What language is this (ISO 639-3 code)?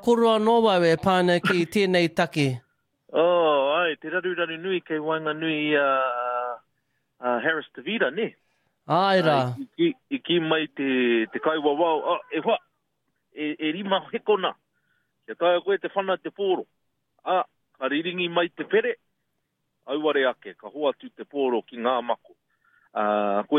mri